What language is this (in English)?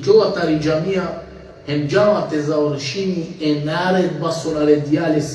Balkan Romani